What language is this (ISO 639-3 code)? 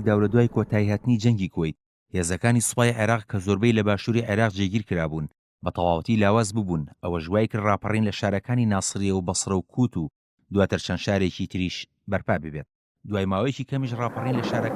ckb